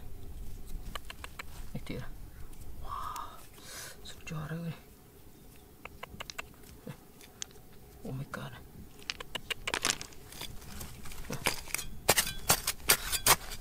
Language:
Malay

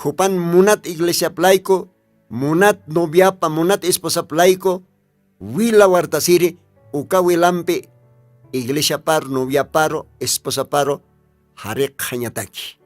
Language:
Aymara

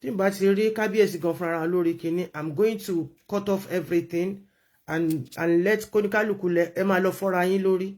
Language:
Yoruba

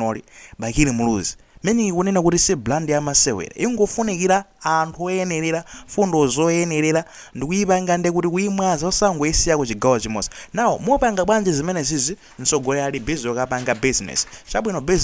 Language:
Nyanja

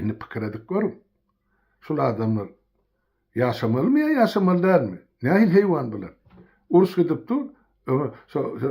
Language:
Turkmen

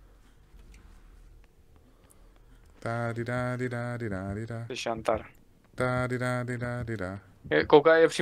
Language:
Czech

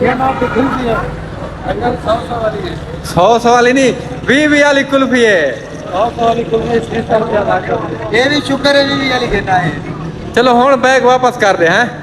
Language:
Saraiki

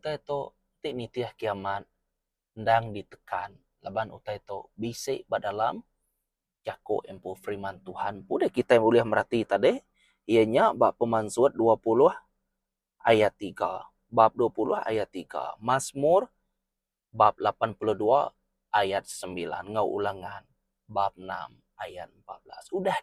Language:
Iban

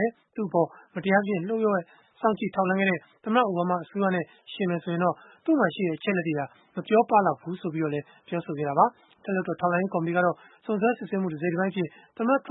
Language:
Burmese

